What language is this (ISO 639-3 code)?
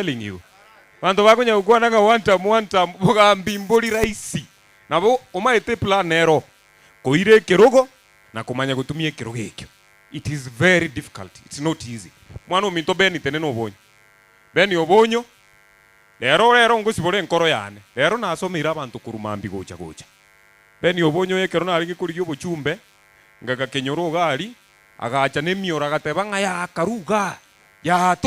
guz